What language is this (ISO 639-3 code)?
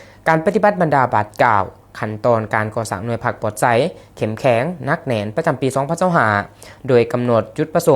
lao